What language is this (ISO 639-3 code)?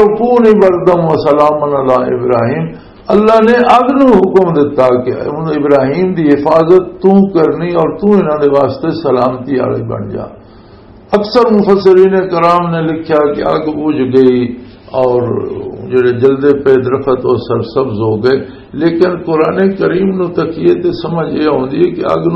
lah